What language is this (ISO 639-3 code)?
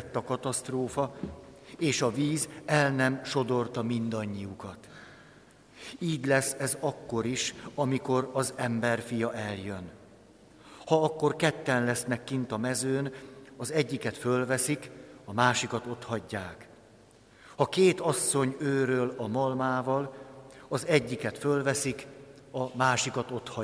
hun